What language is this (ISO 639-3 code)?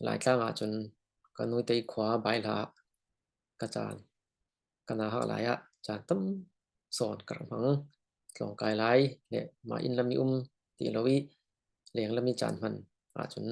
cfm